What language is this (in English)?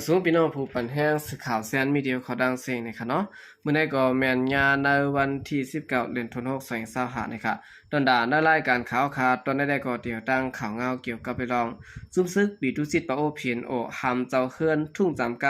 Shan